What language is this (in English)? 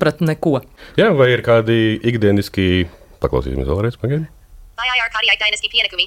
Latvian